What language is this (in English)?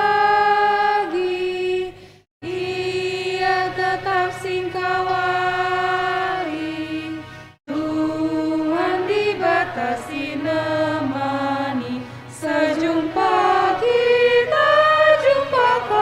Batak Karo